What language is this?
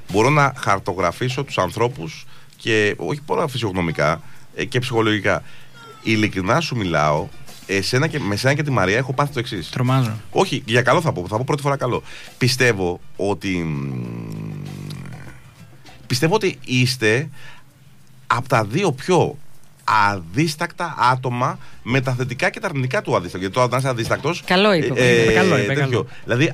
Greek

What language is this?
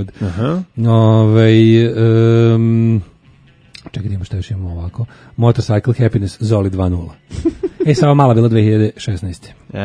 Serbian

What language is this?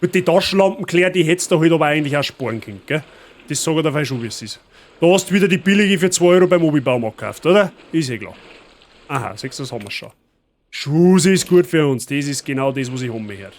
Bavarian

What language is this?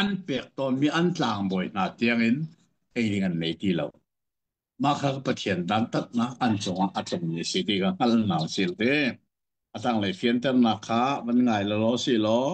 Hakha Chin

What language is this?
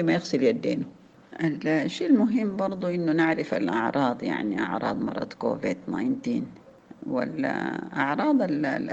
Sudanese Arabic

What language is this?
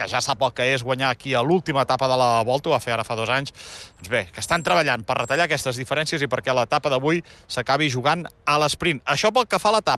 Catalan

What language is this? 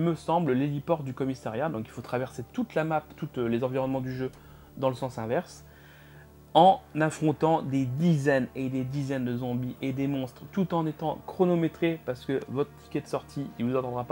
French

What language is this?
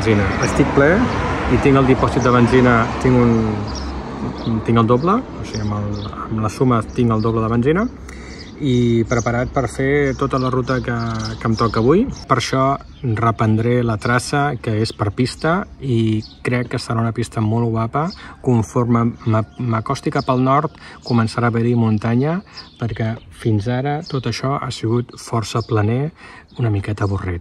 Catalan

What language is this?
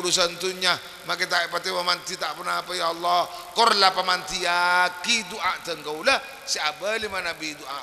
Madurese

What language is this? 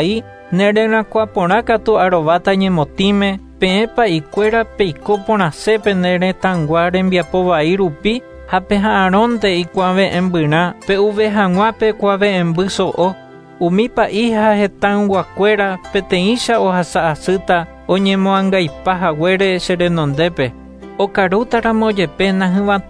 Guarani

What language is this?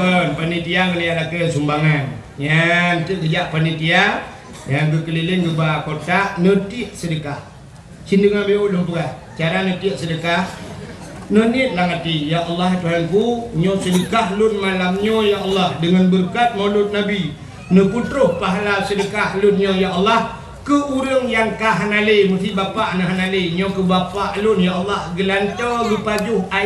Achinese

